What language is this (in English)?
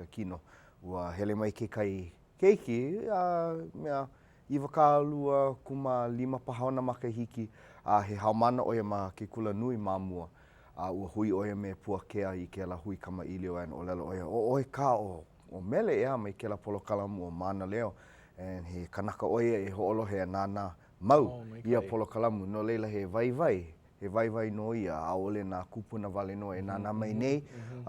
Hawaiian